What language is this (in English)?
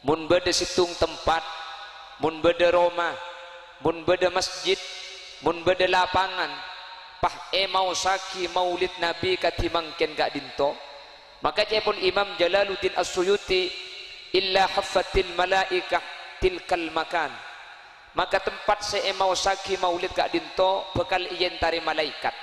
Madurese